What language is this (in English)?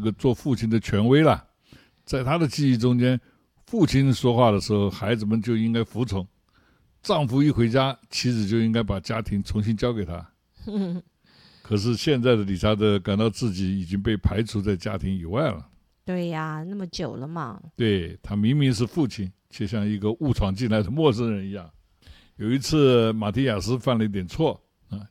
Chinese